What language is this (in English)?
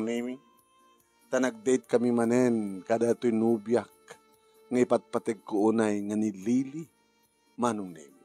Iloko